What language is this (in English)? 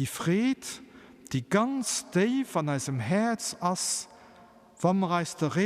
Luxembourgish